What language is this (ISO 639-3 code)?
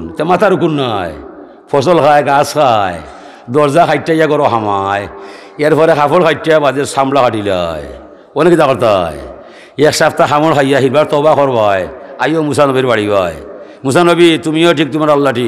syl